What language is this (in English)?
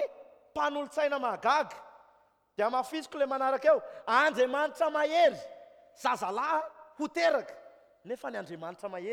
Malagasy